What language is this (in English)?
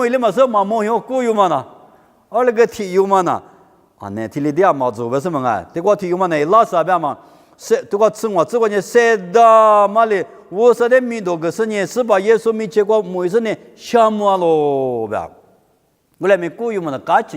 Lisu